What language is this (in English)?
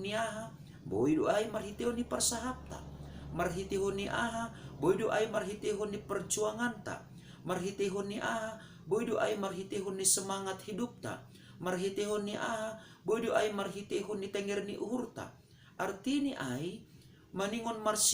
Batak Simalungun